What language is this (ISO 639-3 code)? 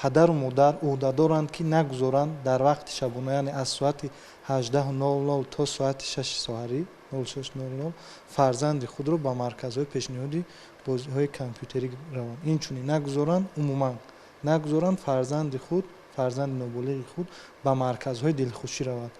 tgk